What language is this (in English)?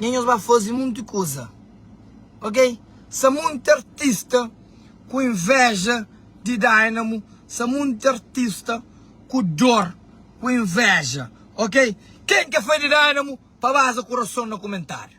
Kabuverdianu